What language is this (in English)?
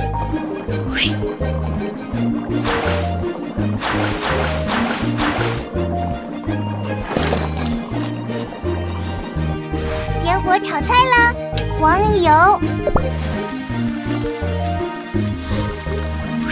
Chinese